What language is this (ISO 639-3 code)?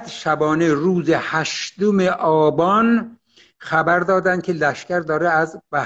fas